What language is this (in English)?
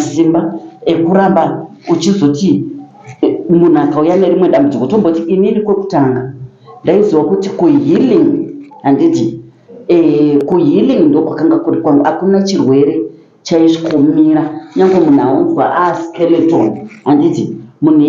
Shona